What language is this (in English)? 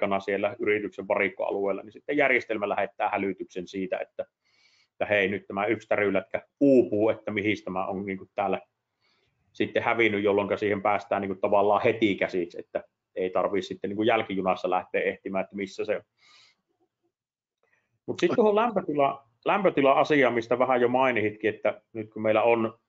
Finnish